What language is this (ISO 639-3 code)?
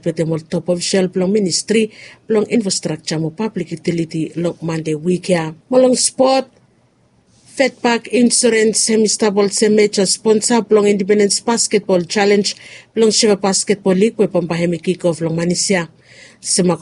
bis